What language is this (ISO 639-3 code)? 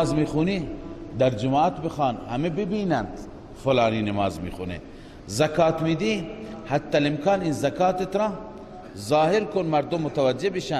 fas